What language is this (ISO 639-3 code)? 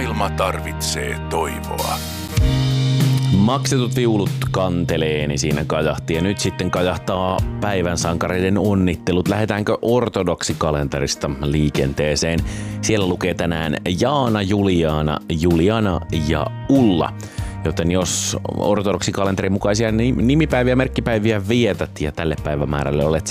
fin